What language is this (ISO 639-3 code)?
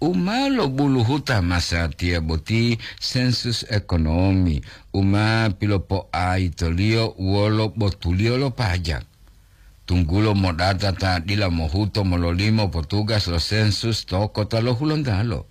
gor